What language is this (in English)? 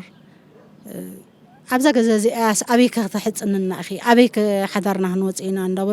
Tigrinya